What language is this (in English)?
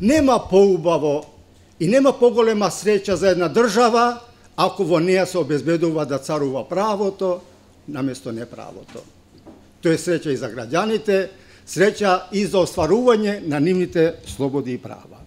Macedonian